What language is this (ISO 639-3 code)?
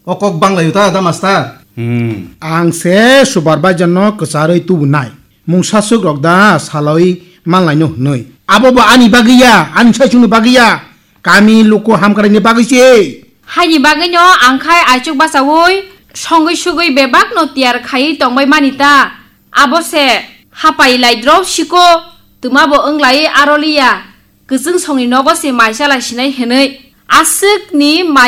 trp